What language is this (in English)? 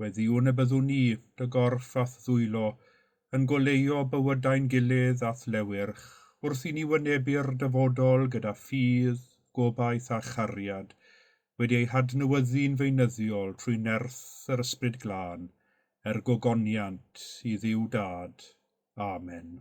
Welsh